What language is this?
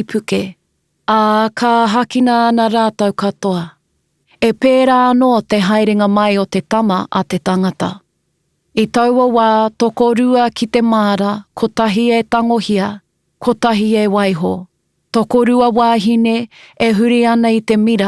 Māori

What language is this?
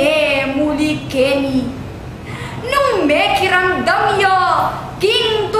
Pampanga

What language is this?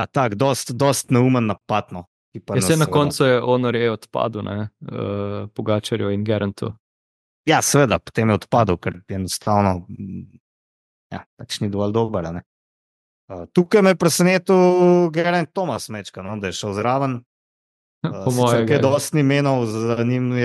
Slovenian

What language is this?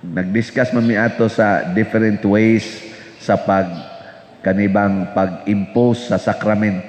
Cebuano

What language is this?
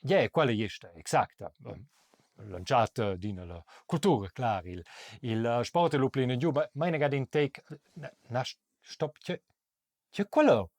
Romansh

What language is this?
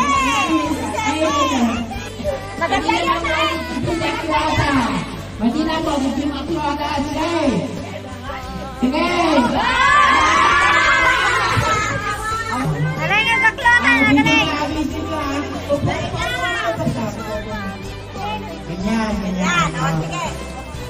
Filipino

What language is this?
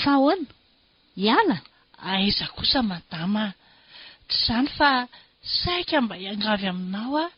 Malagasy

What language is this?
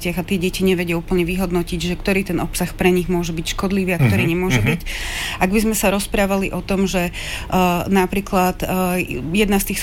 Slovak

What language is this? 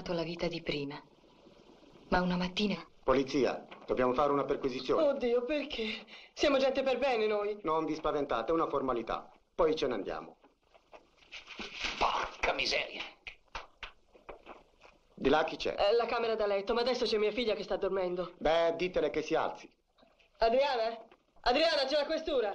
Italian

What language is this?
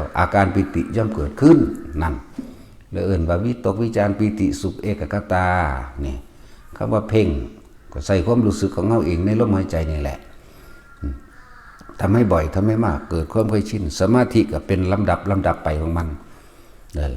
Northeastern Thai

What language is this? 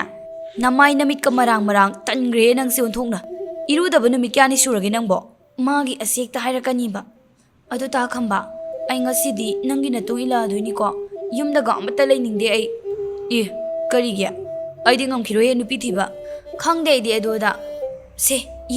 Manipuri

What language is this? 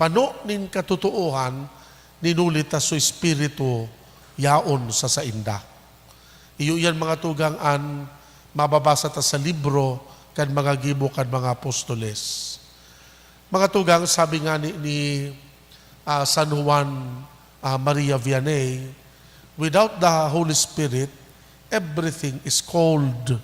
Bikol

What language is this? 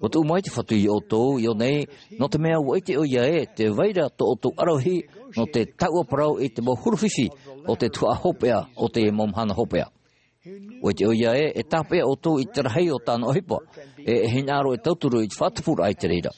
Tahitian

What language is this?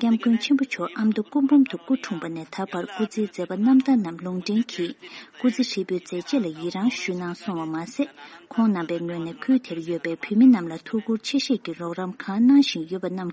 Tibetan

